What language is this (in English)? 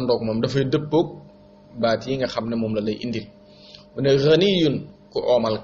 Wolof